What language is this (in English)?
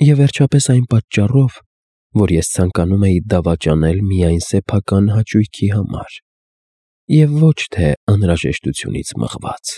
Armenian